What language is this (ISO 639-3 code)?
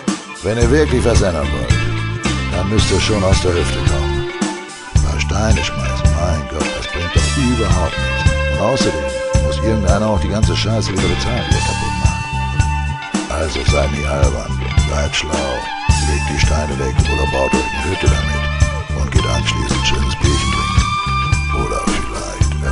deu